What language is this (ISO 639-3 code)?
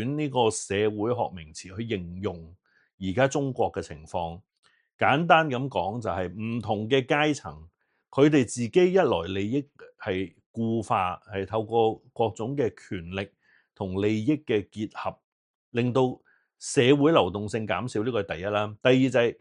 yue